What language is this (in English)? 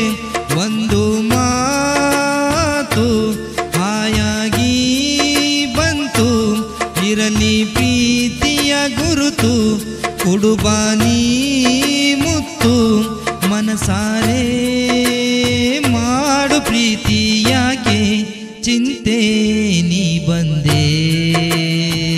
Kannada